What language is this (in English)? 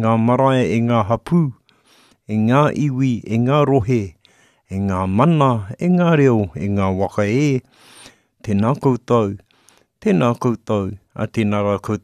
Māori